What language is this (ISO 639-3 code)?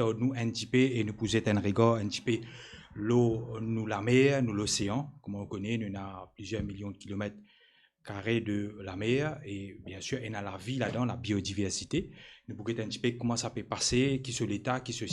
mfe